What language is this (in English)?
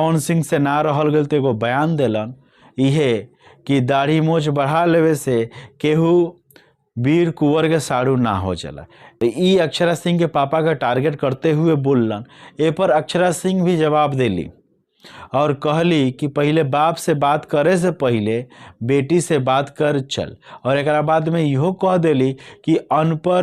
Bhojpuri